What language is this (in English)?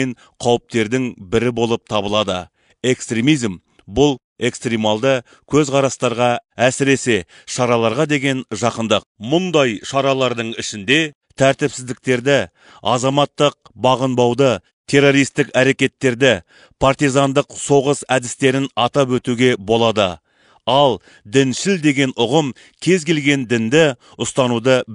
Kazakh